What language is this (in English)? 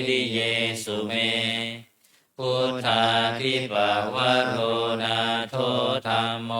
Pali